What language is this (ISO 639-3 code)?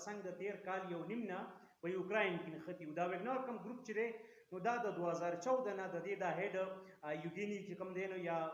pus